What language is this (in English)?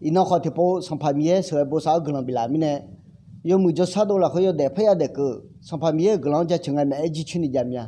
Akha